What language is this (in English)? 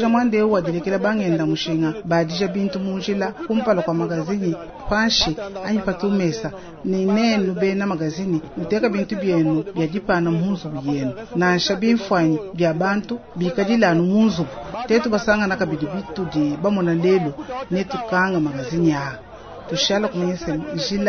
Luba-Lulua